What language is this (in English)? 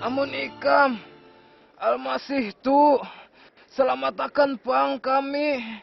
Banjar